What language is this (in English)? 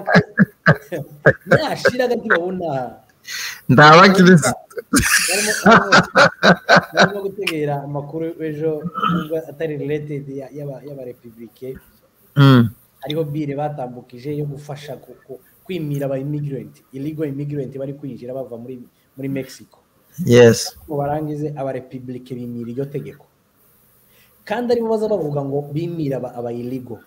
Kinyarwanda